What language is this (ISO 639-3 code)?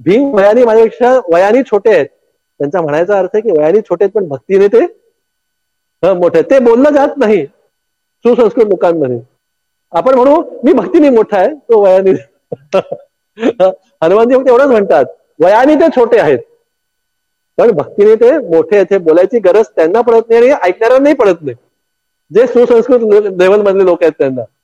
mar